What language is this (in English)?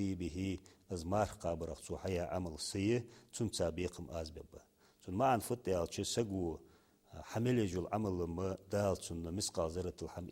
Ingush